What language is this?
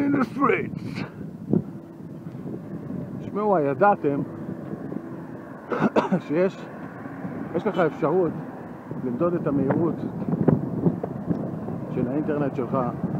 Hebrew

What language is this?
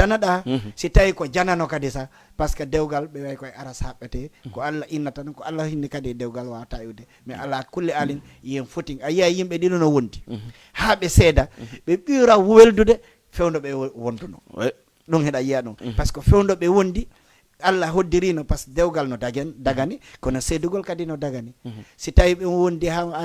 Fula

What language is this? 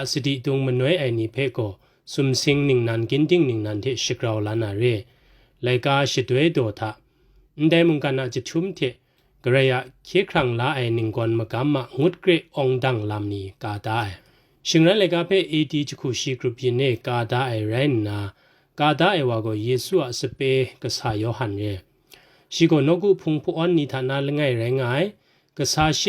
Kachin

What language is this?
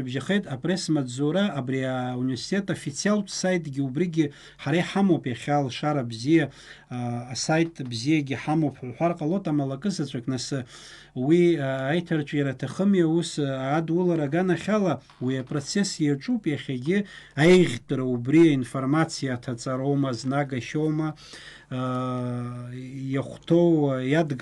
Abkhazian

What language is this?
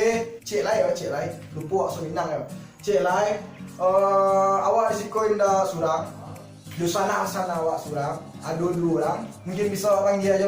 Minangkabau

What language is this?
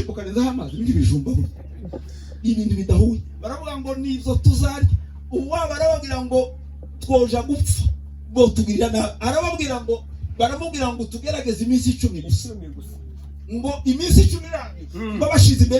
Kinyarwanda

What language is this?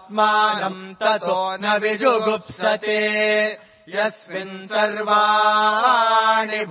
Sanskrit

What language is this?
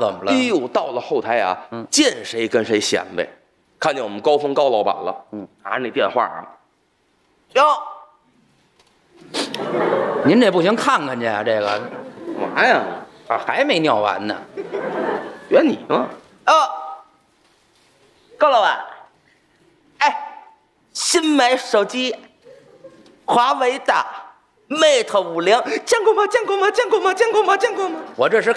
Chinese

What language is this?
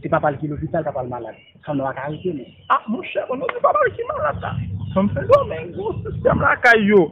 Haitian Creole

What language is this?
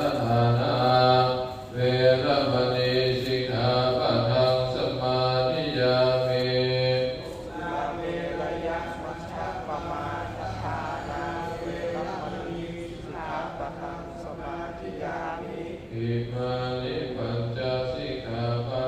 Pali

